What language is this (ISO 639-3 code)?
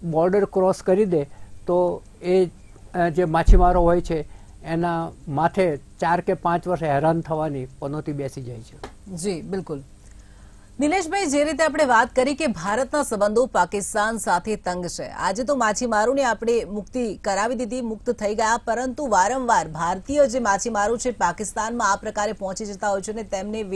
guj